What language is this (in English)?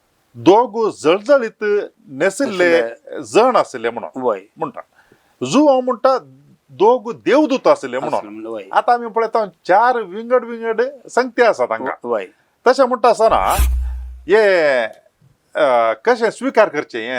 Konkani